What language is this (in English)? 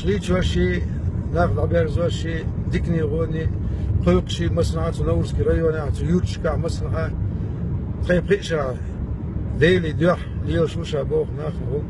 Chechen